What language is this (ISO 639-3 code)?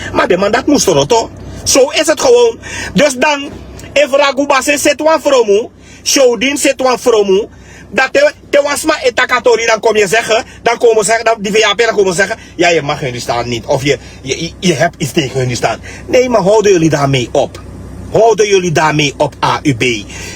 srn